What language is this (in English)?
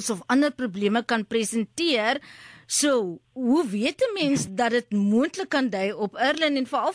Afrikaans